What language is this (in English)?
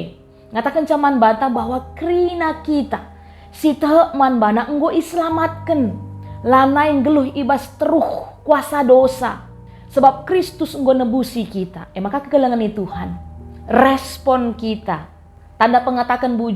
Batak Karo